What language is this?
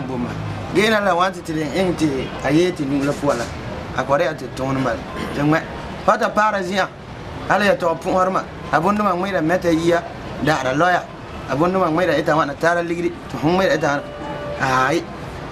Frafra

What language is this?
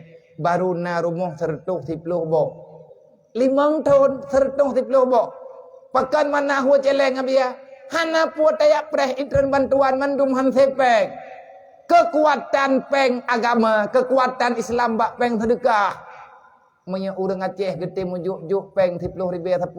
Achinese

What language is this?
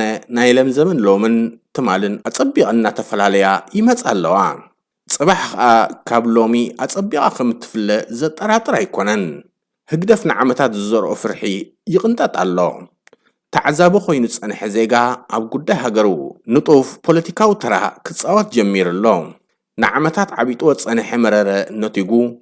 Tigrinya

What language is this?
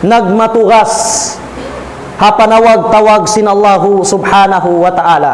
Tausug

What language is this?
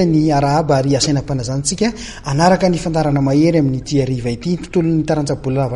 Malagasy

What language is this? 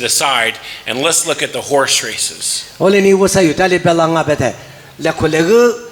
Lisu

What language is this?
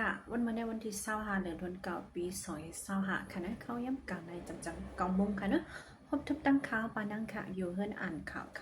Shan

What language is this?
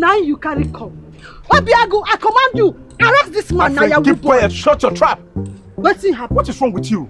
Nigerian Pidgin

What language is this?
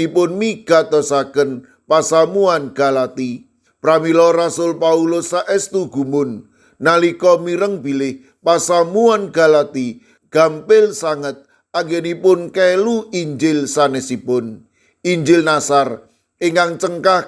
Javanese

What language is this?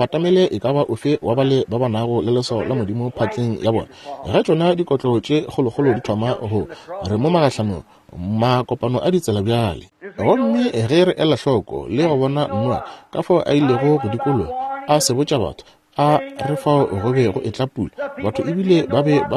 Northern Sotho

